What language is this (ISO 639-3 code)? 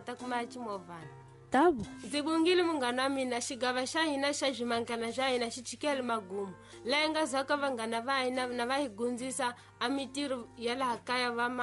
tso